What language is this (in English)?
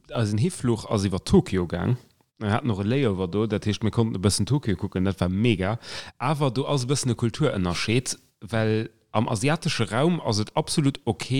Luxembourgish